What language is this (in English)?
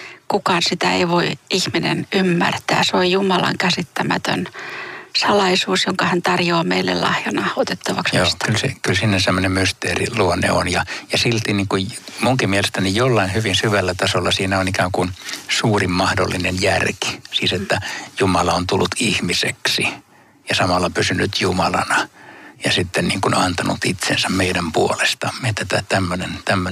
Finnish